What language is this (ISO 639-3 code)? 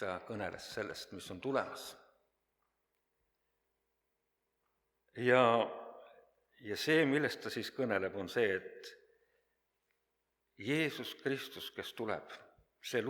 est